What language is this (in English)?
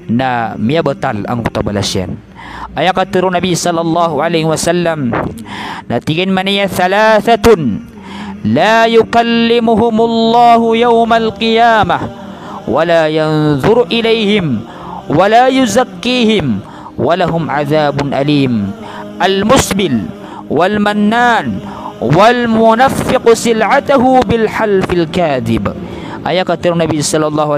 Maranao